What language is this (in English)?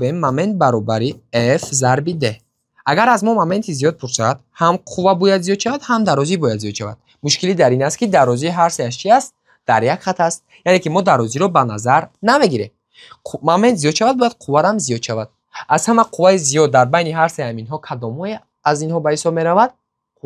Tajik